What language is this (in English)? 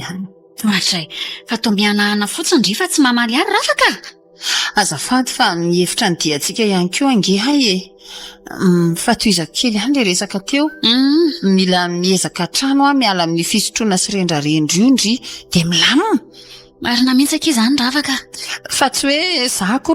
Malagasy